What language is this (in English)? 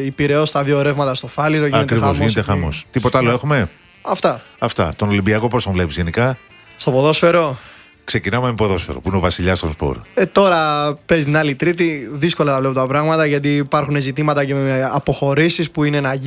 Greek